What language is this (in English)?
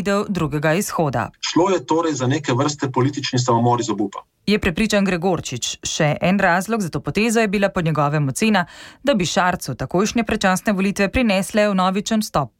Slovenian